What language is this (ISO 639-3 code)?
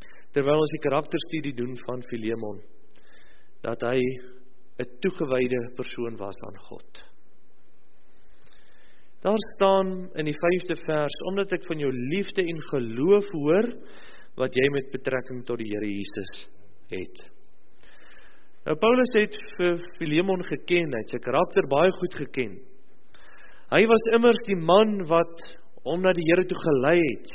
afr